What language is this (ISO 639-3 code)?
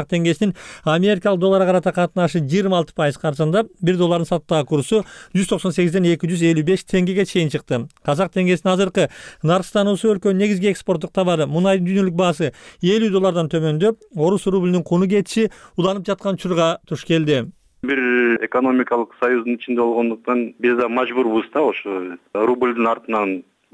kir